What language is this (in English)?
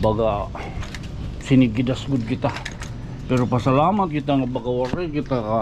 Waray